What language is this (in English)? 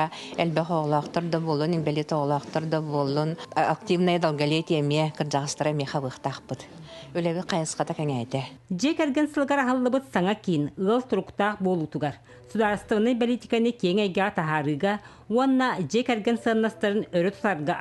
Yakut